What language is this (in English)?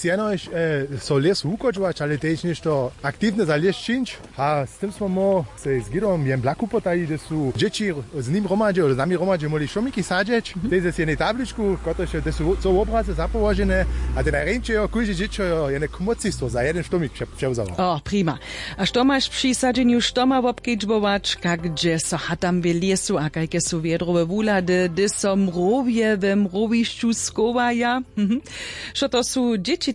Upper Sorbian